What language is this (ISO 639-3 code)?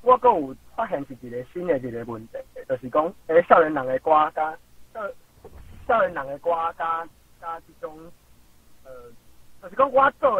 nan